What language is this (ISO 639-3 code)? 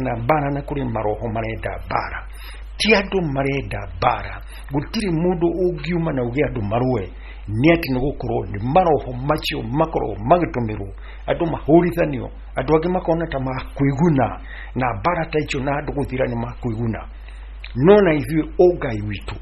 kik